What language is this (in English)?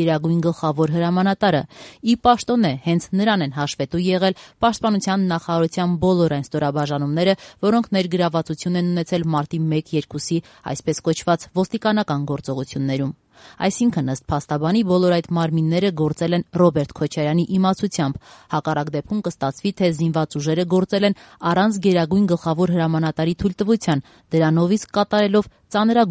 Armenian